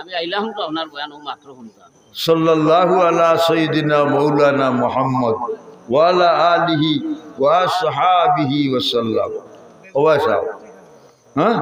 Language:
Sylheti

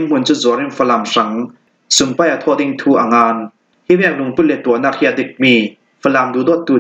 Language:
Falam Chin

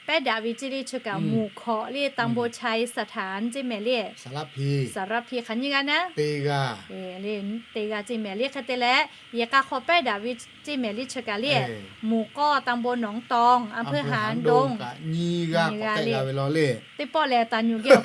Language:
Lahu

